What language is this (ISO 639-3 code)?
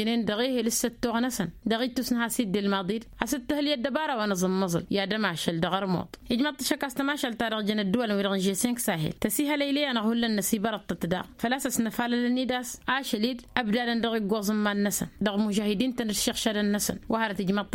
taq